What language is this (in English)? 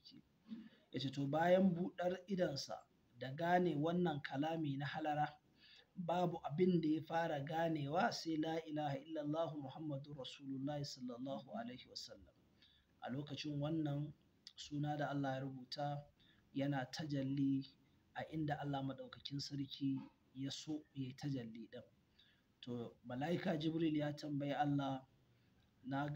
Hausa